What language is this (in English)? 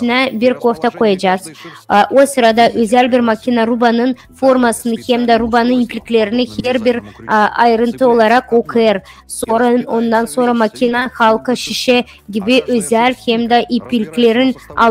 Gagauz